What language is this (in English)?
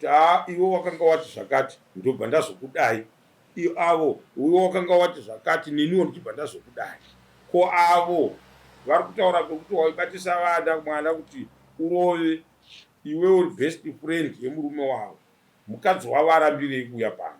Shona